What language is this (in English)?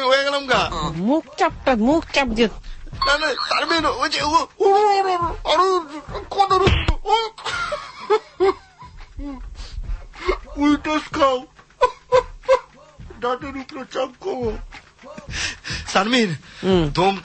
Bangla